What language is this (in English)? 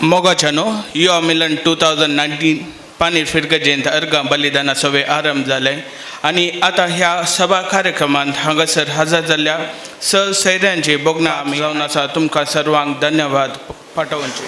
Konkani